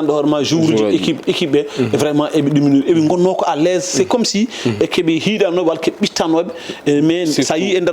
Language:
Fula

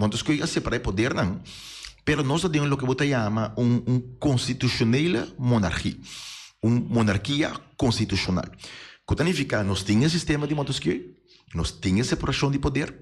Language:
Papiamento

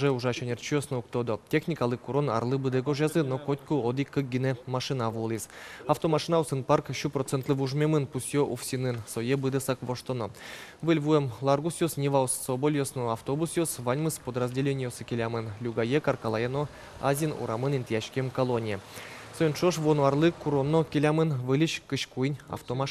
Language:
Udmurt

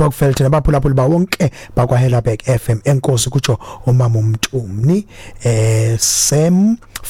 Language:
Xhosa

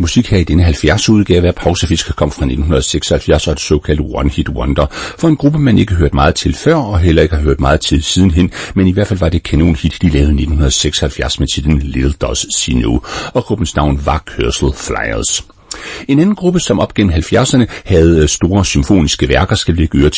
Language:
Danish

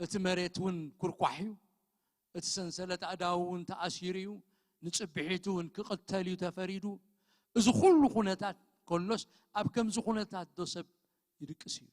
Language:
Tigrinya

